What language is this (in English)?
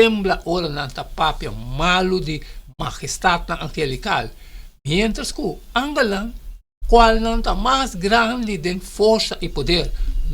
Papiamento